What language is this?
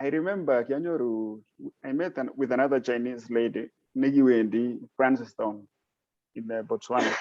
Kalenjin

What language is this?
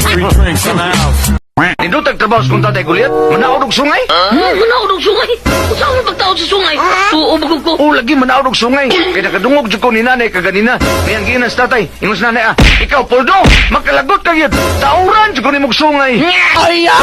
Cebuano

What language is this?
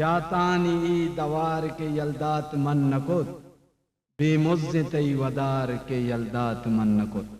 Eastern Balochi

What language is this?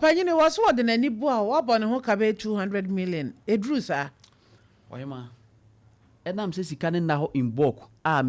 Akan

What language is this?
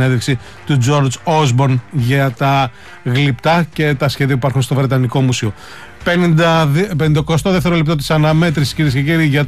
Greek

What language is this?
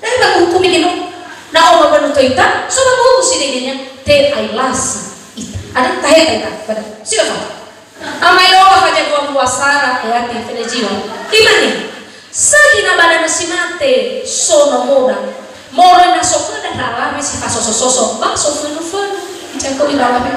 Nias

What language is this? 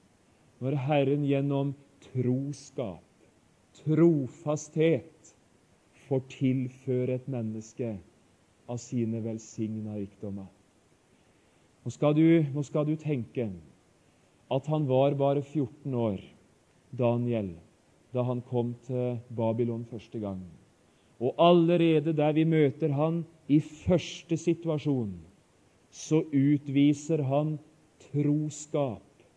Norwegian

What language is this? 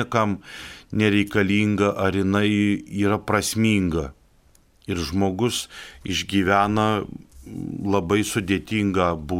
Lithuanian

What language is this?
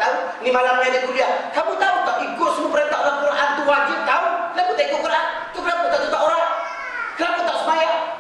Malay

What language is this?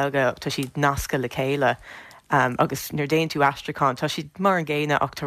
Irish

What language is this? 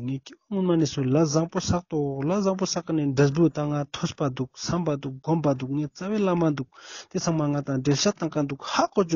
Ladakhi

